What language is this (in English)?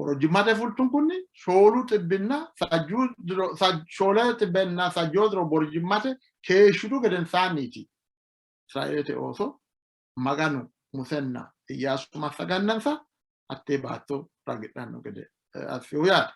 Sidamo